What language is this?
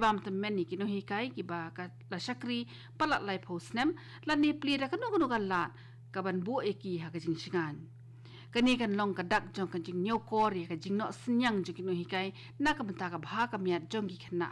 Khasi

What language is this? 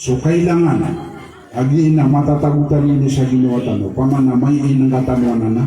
Maranao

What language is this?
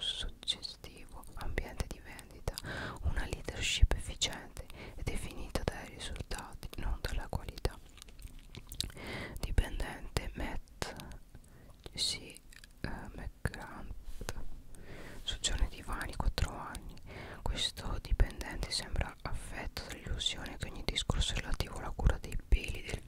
Italian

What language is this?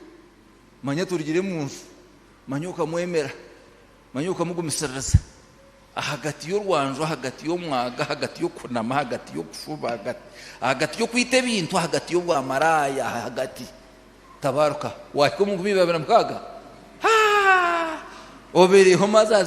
Nyankole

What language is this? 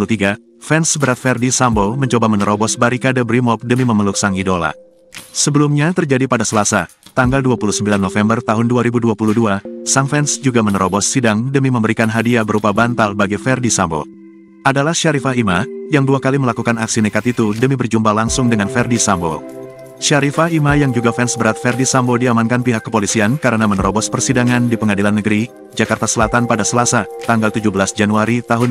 Indonesian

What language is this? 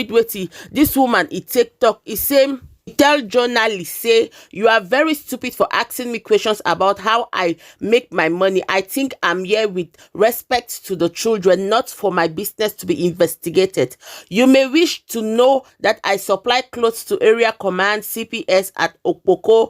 Nigerian Pidgin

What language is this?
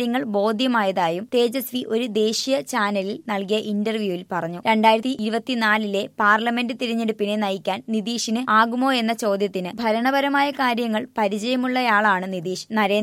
Malayalam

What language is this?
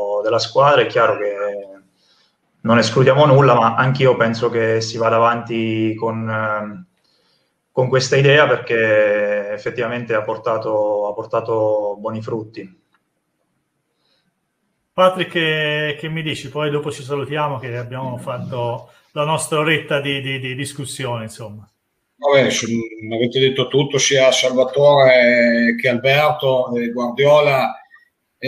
Italian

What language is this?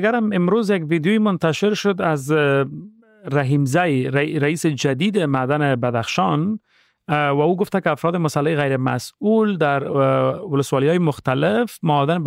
Persian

